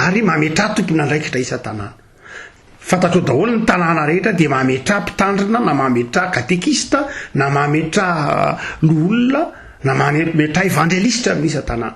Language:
Malagasy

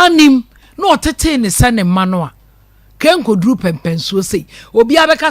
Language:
Akan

